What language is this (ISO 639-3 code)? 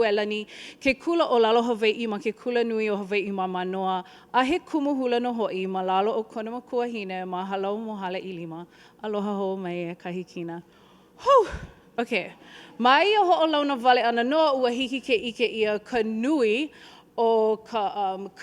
haw